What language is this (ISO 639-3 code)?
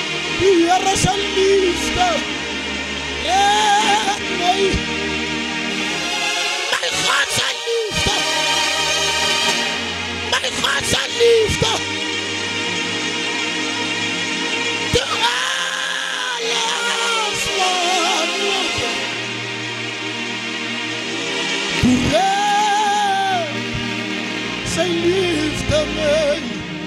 afr